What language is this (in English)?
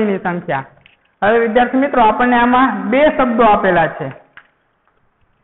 Gujarati